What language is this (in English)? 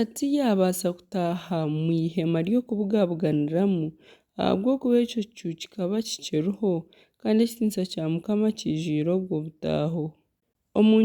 Nyankole